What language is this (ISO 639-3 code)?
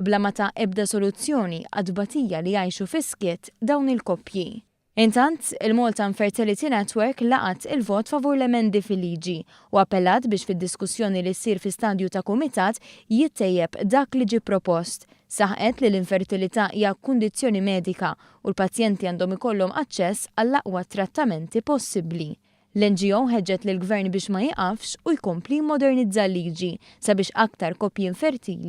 mlt